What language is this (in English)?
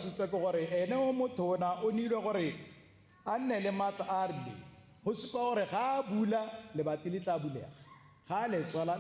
Tswana